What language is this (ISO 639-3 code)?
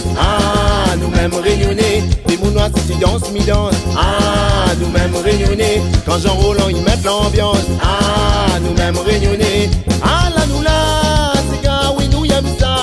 rcf